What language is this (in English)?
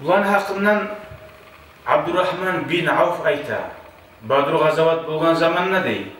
Kumyk